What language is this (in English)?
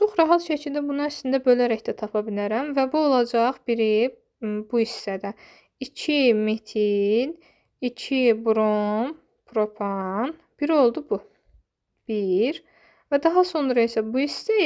Azerbaijani